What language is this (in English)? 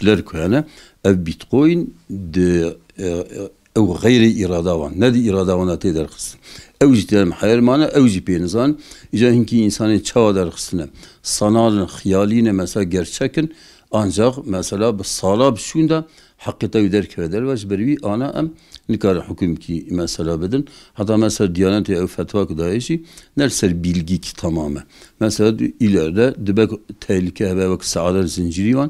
Kurdish